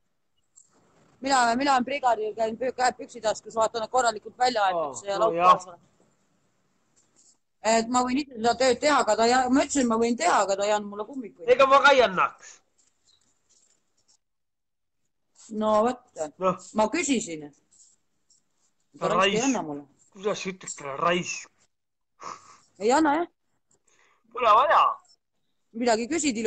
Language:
Estonian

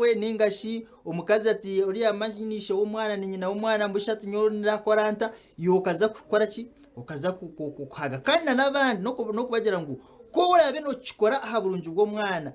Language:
Nyankole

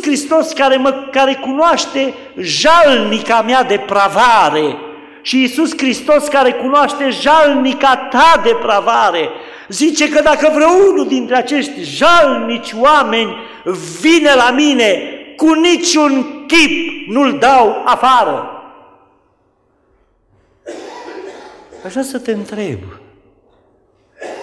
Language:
Romanian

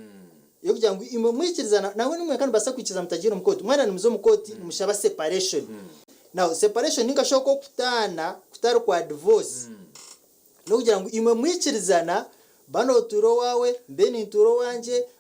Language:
Nyankole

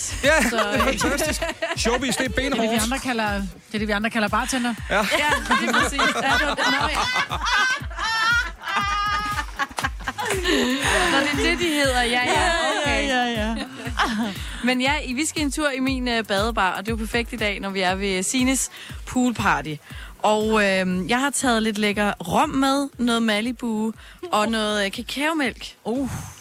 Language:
Danish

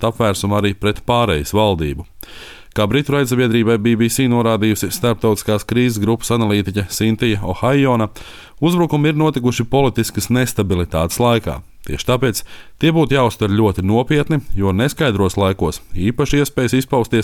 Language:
Latvian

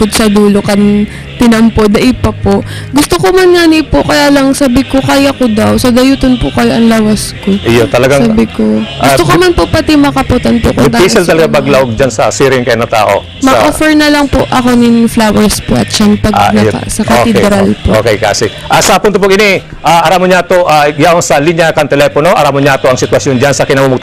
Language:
Bikol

